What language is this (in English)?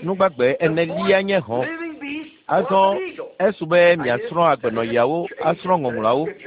Ewe